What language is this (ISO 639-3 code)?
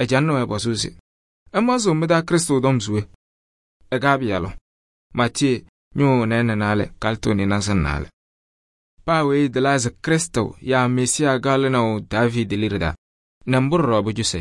kbp